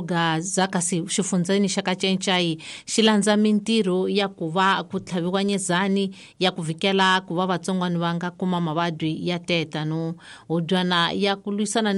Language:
Tsonga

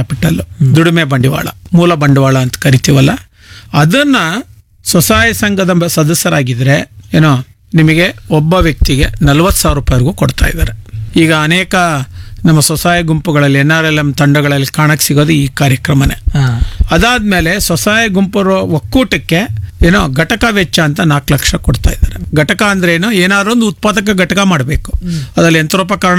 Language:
Kannada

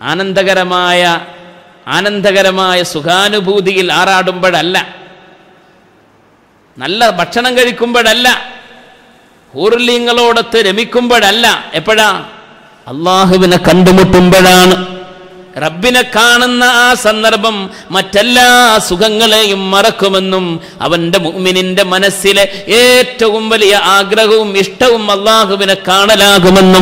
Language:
Malayalam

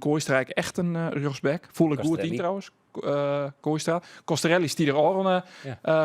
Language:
Western Frisian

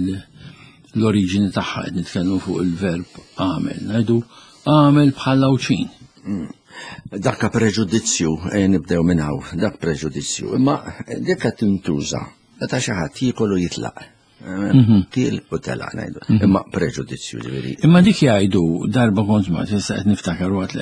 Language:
Maltese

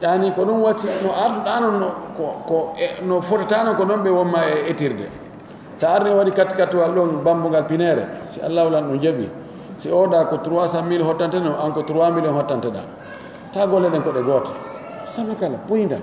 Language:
Pular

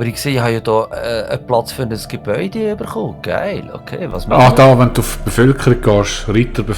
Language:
Swiss German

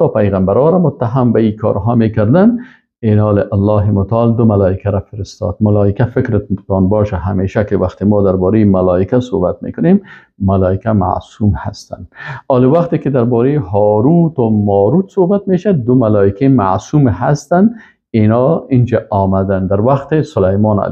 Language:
Persian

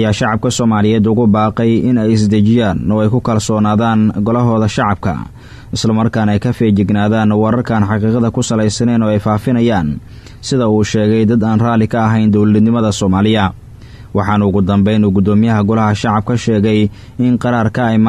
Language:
Somali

